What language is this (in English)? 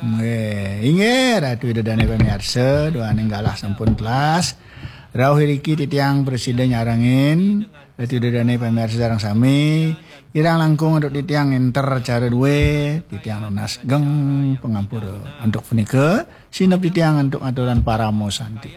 Balinese